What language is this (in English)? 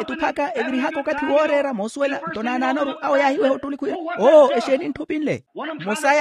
Makhuwa